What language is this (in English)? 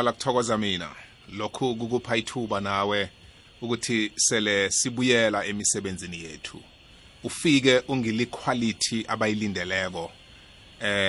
South Ndebele